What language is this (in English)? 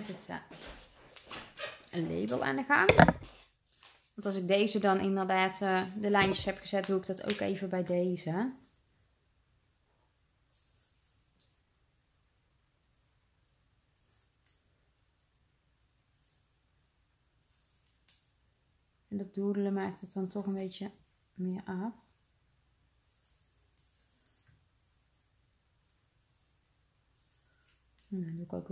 Dutch